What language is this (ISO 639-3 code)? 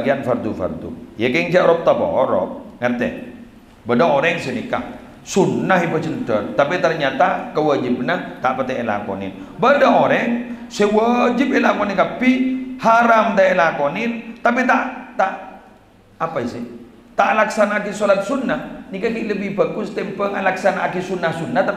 mad